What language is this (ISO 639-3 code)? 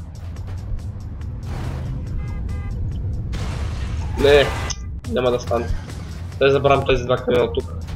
bul